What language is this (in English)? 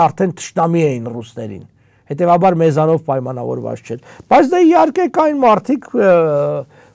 Armenian